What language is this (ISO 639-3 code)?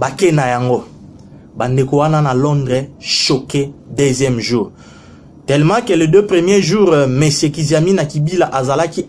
lin